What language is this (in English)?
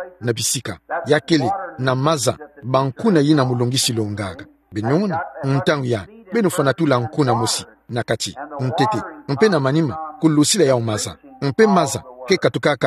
Kituba (Democratic Republic of Congo)